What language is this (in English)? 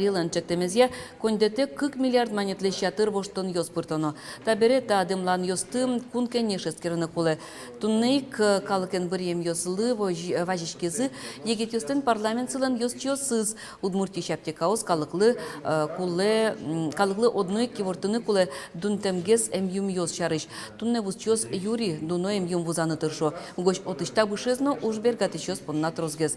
Udmurt